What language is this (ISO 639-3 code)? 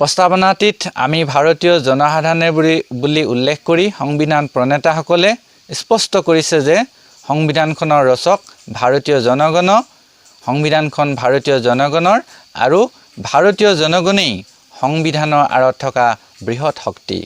asm